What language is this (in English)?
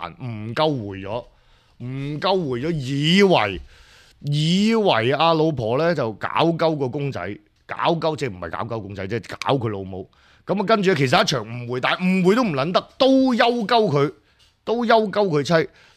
Cantonese